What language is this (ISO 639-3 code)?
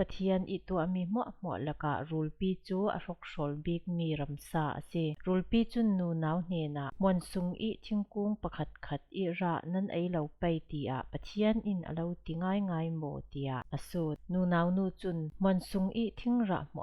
cfm